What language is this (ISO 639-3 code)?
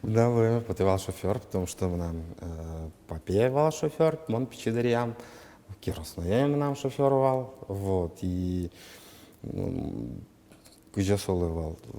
udm